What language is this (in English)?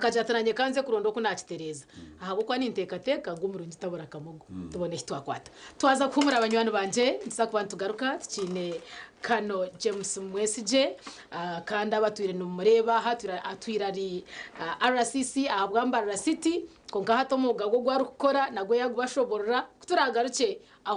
Nyankole